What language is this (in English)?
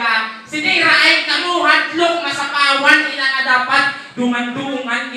Hiligaynon